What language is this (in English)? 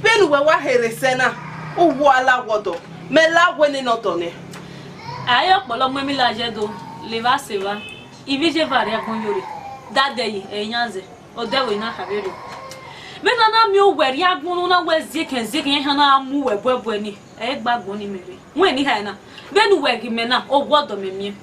Bini